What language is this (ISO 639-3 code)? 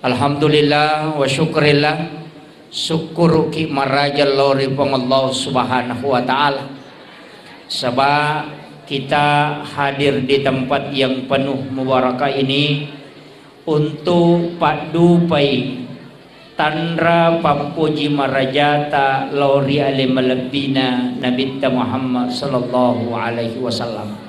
bug